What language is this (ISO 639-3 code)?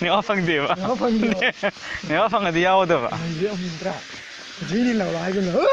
mni